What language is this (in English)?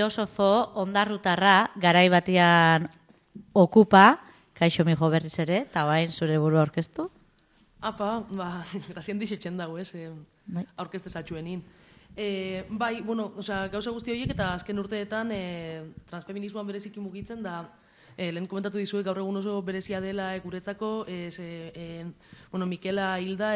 Basque